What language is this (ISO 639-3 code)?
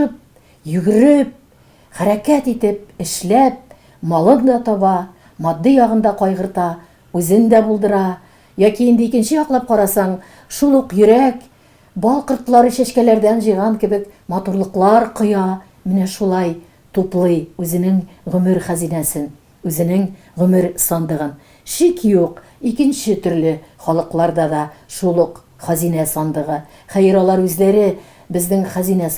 tat